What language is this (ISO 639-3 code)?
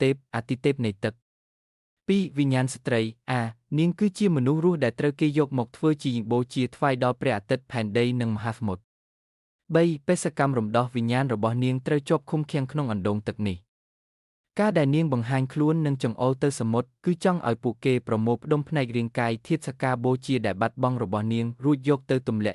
khm